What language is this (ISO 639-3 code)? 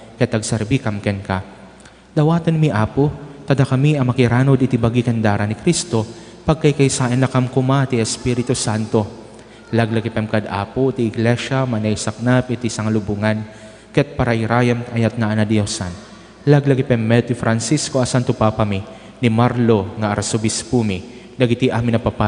ilo